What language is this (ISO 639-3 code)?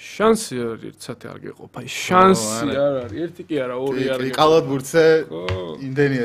kat